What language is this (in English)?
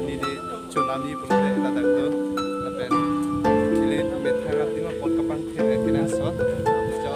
Karbi